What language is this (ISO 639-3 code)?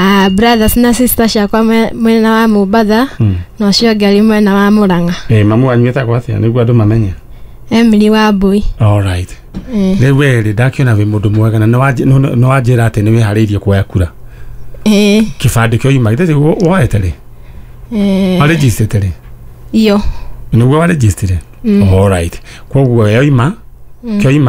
kik